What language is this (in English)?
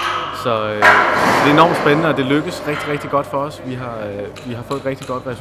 Danish